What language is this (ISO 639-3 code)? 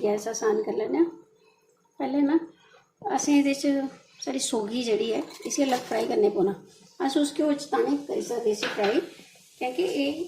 doi